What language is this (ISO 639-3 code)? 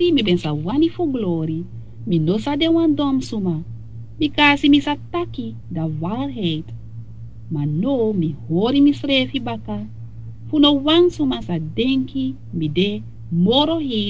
srn